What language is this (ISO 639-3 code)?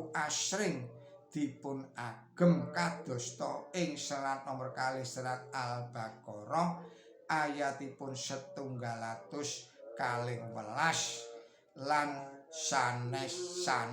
jav